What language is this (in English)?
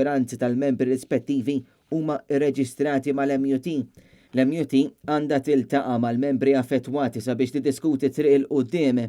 Maltese